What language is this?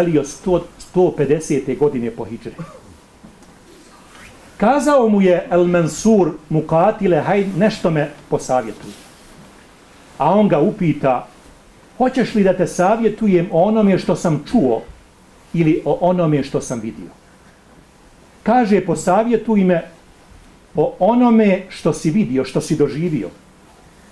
Bosnian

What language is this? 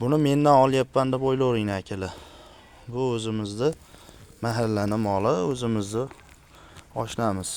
Uzbek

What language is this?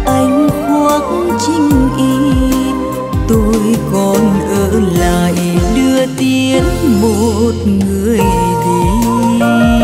Vietnamese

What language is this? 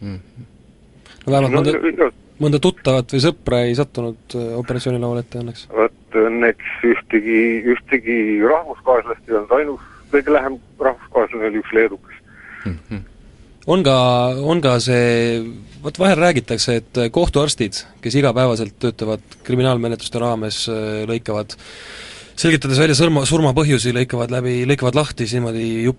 Estonian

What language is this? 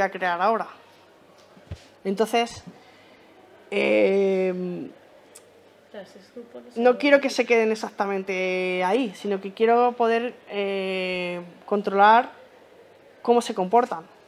Spanish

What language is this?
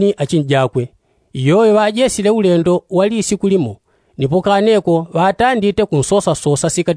Yao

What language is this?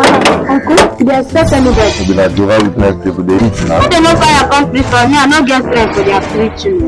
Nigerian Pidgin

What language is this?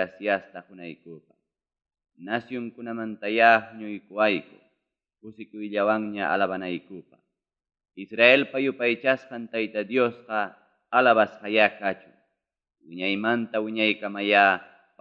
Ayacucho Quechua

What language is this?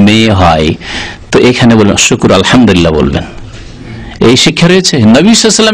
Bangla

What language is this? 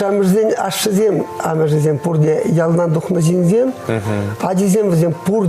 Chuvash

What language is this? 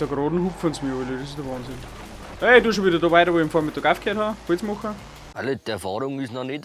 Bavarian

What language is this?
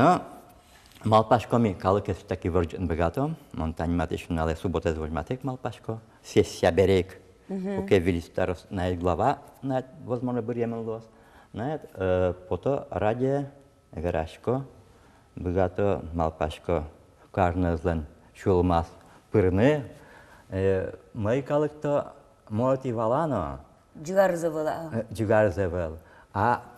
Udmurt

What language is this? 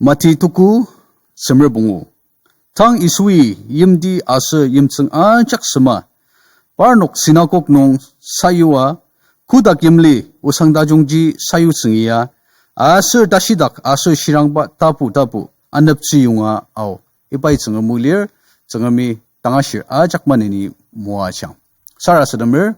Ao Naga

